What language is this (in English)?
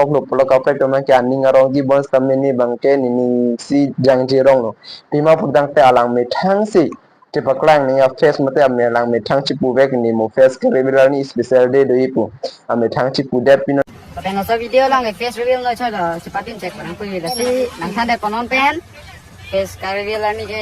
Karbi